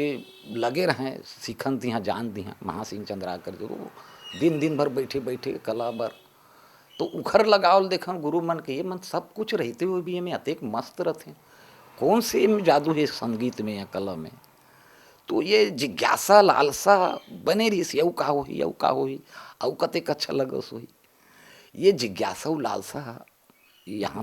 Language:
Chhattisgarhi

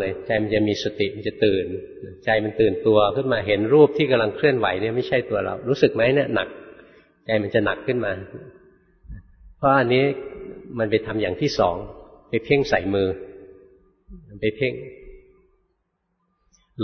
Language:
Thai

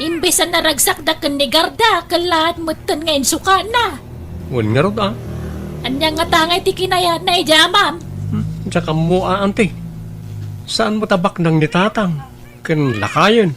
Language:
Iloko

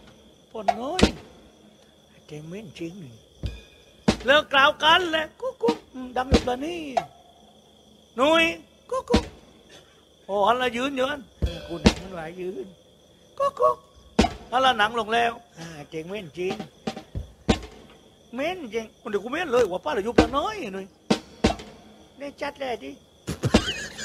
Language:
Thai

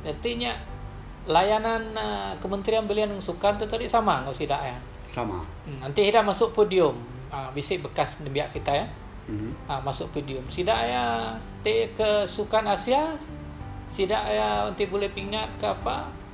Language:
Iban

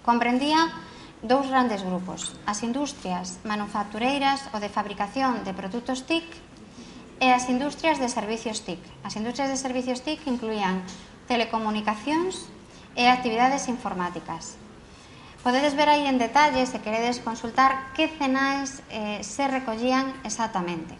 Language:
Galician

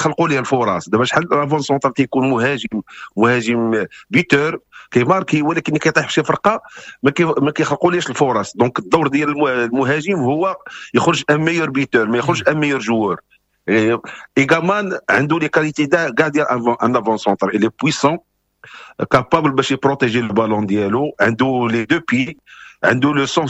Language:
Moroccan Arabic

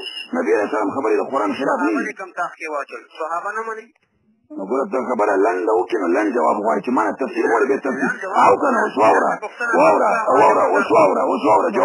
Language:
Pashto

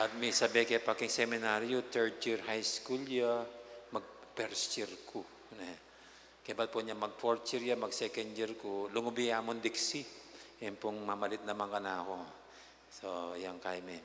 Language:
Pampanga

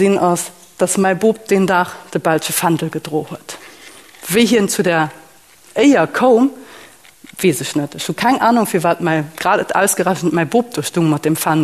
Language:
Luxembourgish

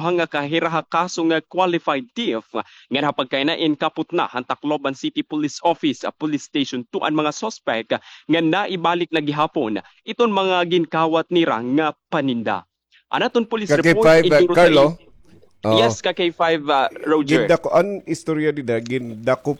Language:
Waray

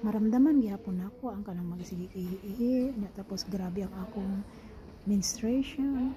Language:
Cebuano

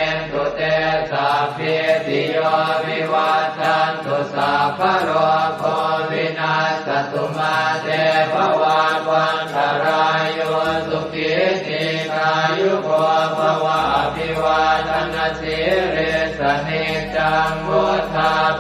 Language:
Pali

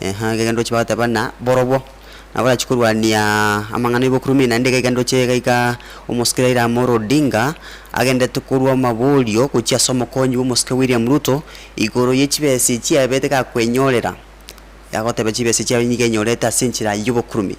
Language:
Gusii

